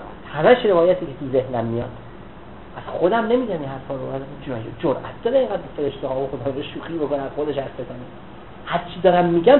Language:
Persian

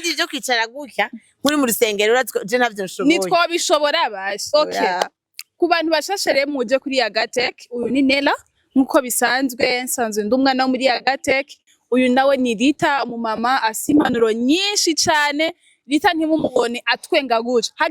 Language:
Rundi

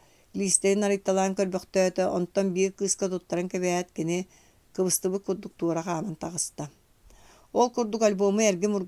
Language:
Yakut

